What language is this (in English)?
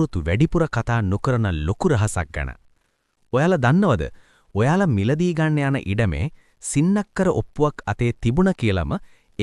Sinhala